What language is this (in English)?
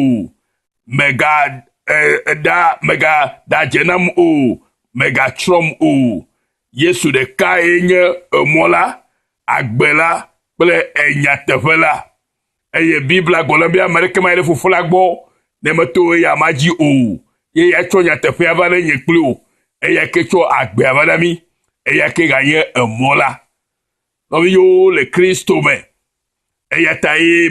Ewe